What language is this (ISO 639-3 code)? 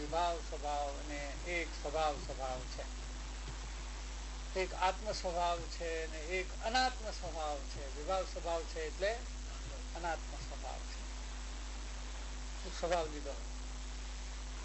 guj